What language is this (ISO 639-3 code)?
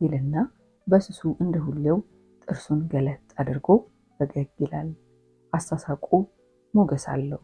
amh